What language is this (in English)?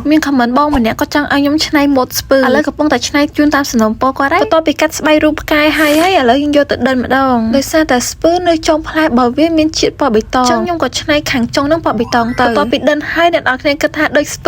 Khmer